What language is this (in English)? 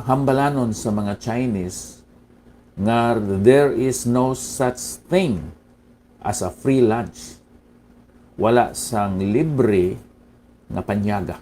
Hiligaynon